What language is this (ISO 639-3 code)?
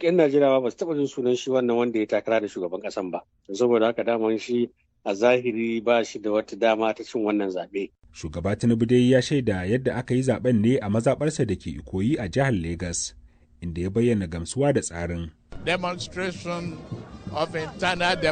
hau